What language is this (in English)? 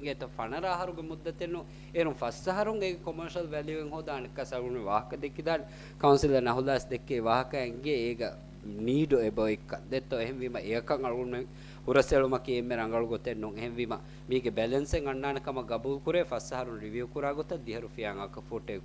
Divehi